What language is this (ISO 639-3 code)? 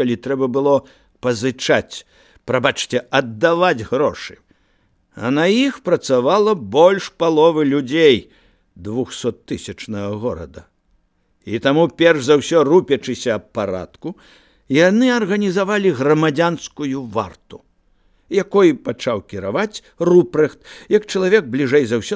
bel